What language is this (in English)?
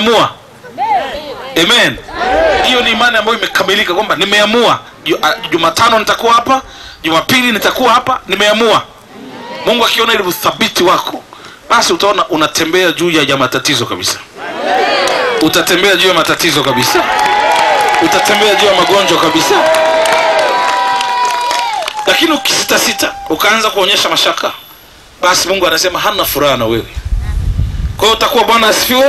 Swahili